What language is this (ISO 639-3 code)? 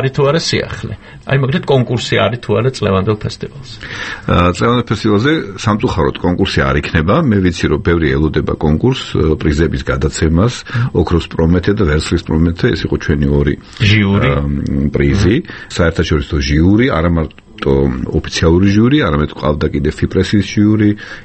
kat